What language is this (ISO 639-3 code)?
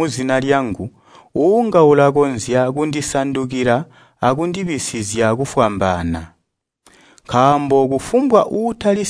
toi